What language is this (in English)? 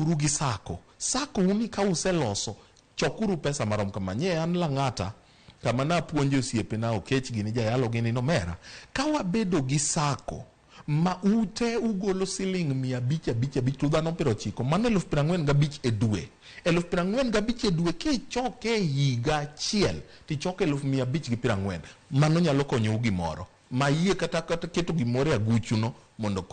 Luo (Kenya and Tanzania)